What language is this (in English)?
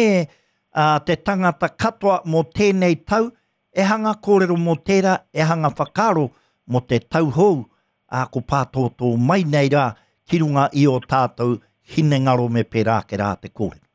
Māori